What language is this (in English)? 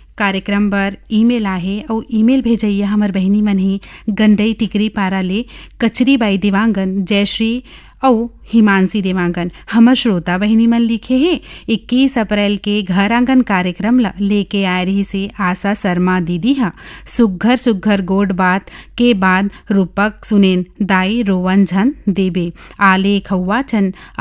Chhattisgarhi